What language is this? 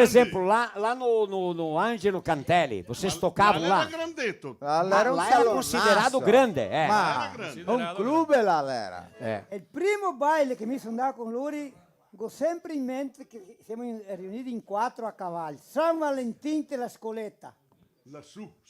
Venetian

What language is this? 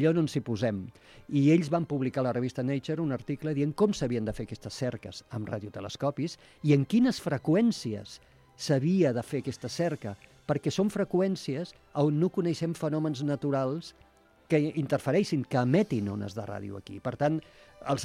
Catalan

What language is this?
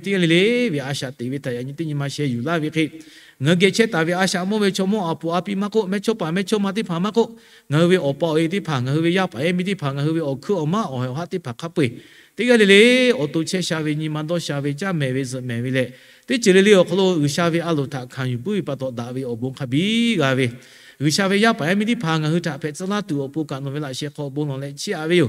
Lahu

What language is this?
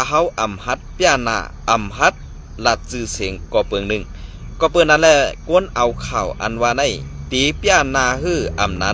Shan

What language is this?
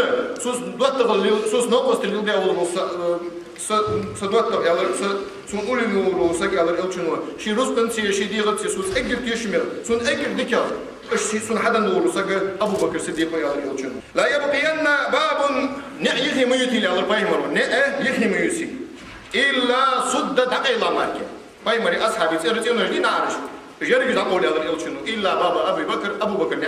Ingush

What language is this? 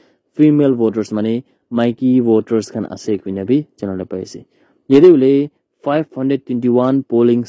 Naga Pidgin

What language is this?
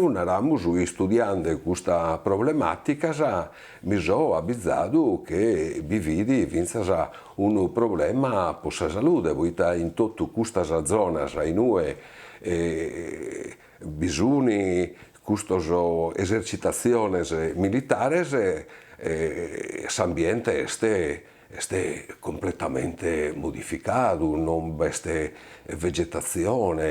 Sardinian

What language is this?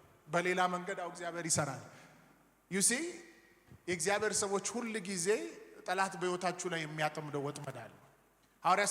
Amharic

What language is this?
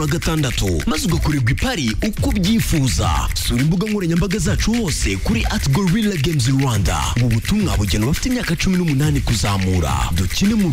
Kinyarwanda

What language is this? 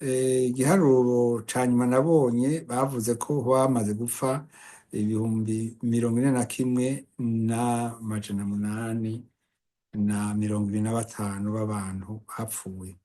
Rundi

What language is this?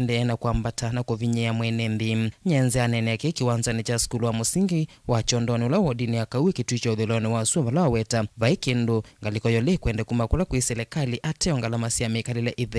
Kamba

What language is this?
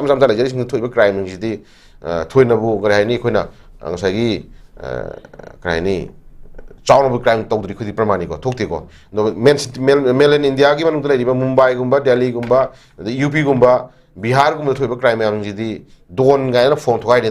Manipuri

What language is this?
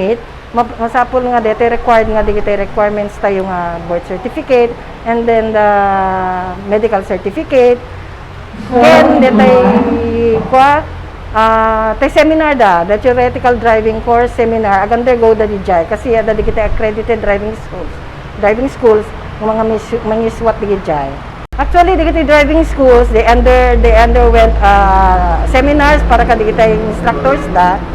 Iloko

